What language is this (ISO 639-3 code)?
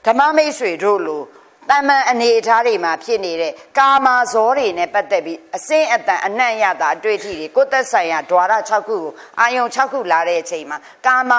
mya